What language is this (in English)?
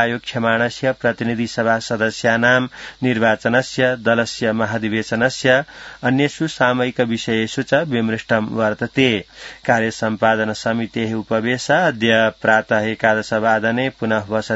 Sanskrit